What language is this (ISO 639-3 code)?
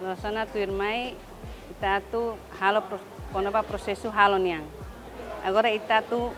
tet